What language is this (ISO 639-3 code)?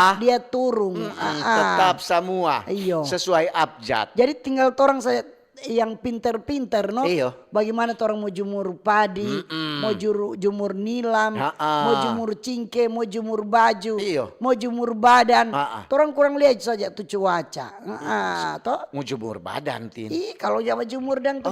xmm